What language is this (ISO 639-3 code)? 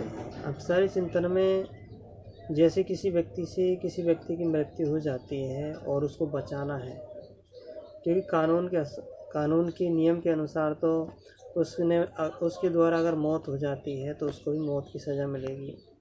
hin